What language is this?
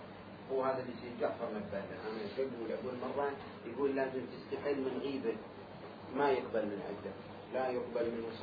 Mesopotamian Arabic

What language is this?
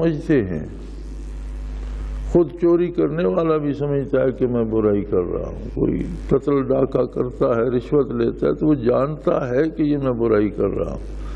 Urdu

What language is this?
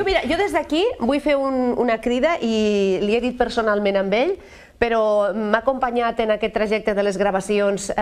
Catalan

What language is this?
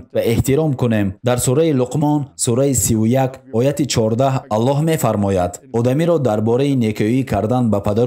Tajik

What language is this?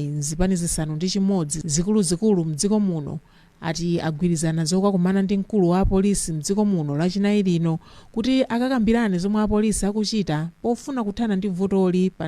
Nyanja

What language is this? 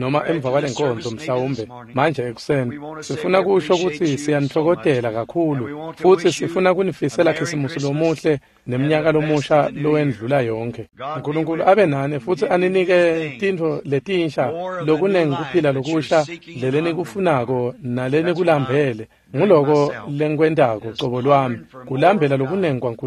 Swati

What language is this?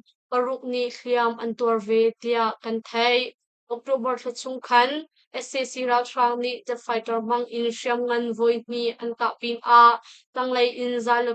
Hakha Chin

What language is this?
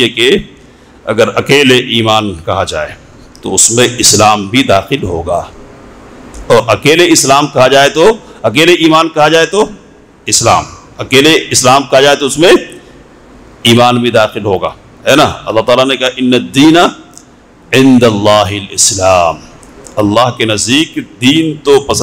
Urdu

